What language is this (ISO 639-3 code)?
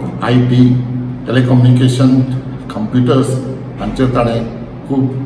kok